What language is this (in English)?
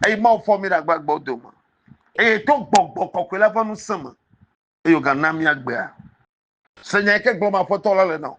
Ewe